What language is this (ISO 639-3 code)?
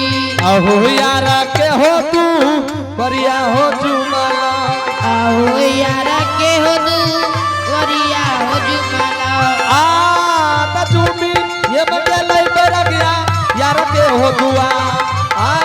anp